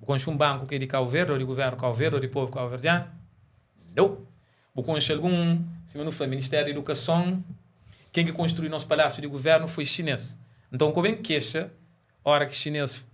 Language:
Kabuverdianu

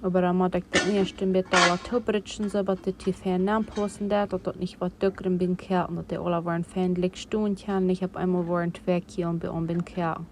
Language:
Plautdietsch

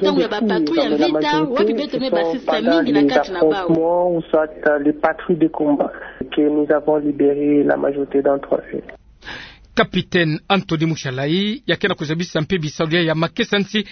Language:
Kituba (Democratic Republic of Congo)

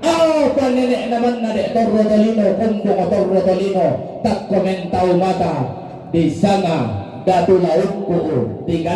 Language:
Toraja-Sa'dan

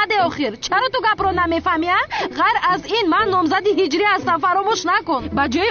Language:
Tajik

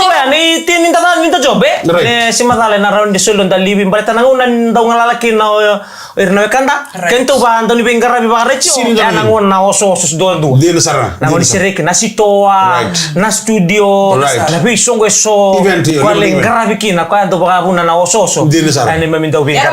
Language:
Fijian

